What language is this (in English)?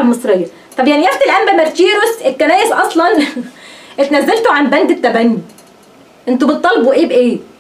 Egyptian Arabic